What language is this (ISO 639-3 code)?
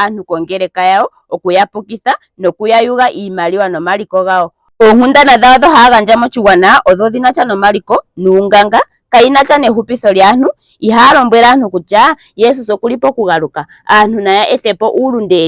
ndo